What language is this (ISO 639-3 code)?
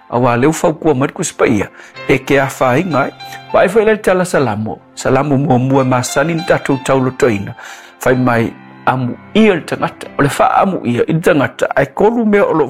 smo